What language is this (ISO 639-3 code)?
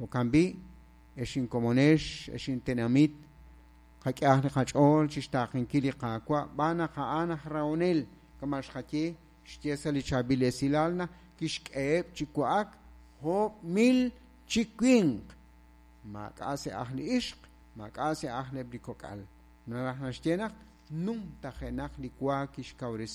kek